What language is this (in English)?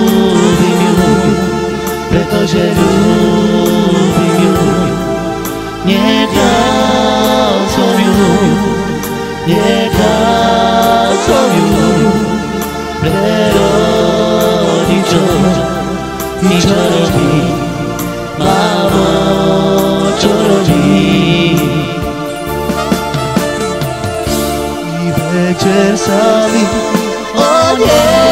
Slovak